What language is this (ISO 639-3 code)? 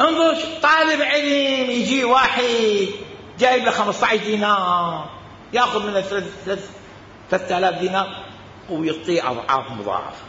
acm